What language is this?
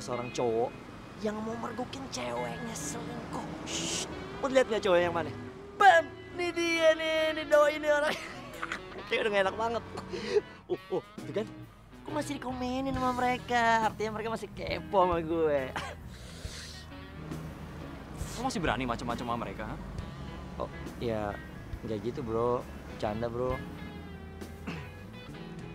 Indonesian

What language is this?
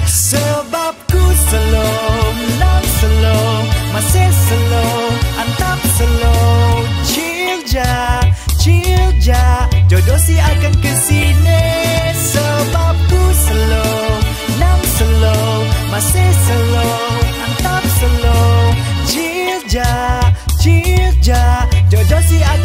Malay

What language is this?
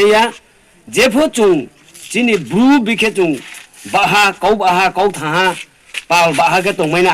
Riang (India)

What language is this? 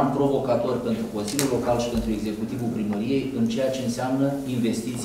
Romanian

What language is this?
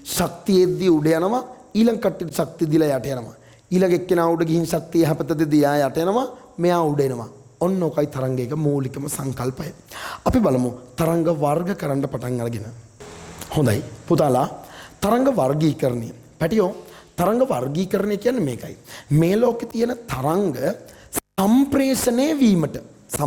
Sinhala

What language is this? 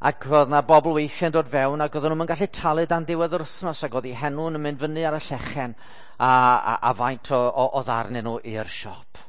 Welsh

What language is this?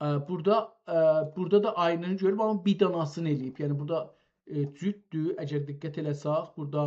South Azerbaijani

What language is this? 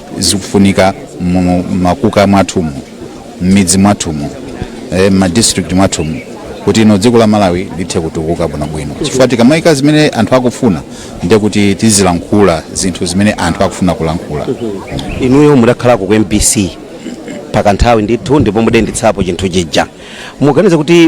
Nyanja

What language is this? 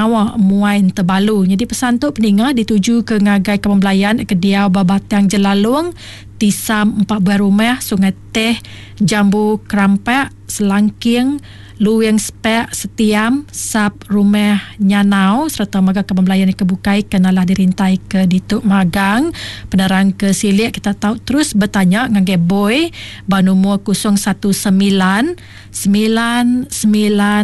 Iban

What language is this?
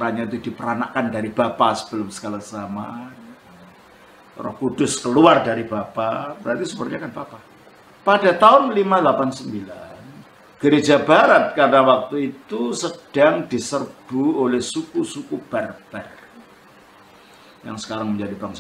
Indonesian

